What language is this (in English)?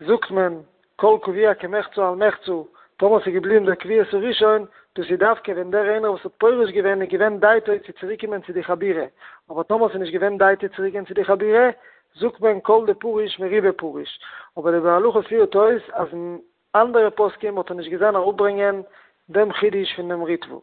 Yiddish